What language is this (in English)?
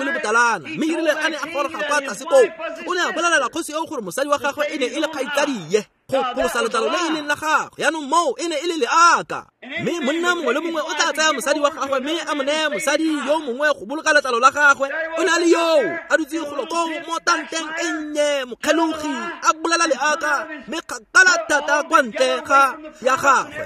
Tswana